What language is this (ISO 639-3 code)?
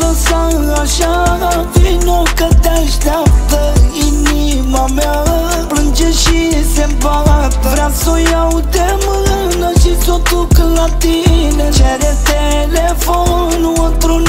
ron